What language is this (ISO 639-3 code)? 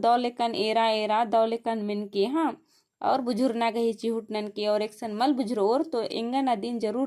kru